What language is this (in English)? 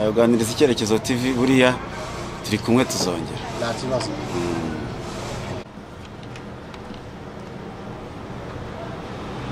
Kinyarwanda